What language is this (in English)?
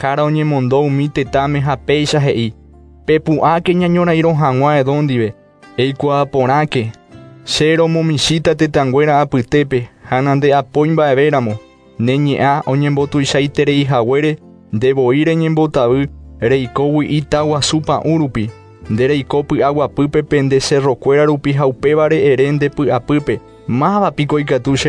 Guarani